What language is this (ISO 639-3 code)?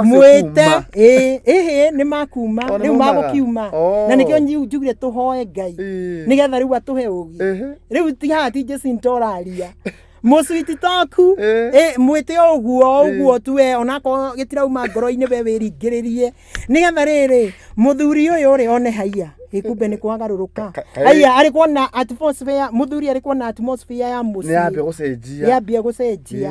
kik